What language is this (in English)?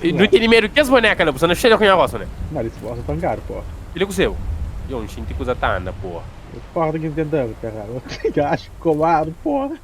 Kabuverdianu